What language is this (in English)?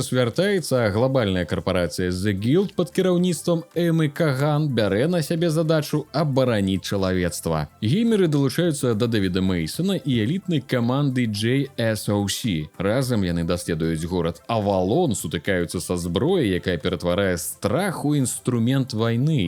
Belarusian